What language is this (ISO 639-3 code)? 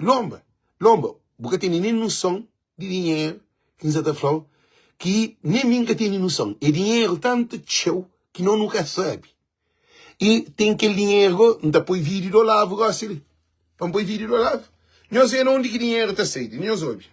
kea